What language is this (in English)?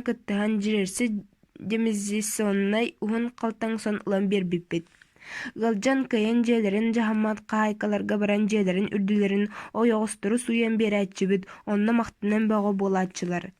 Yakut